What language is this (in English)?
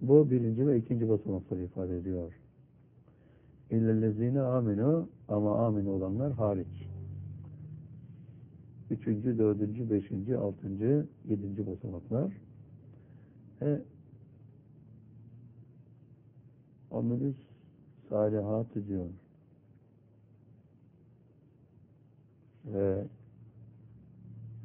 Turkish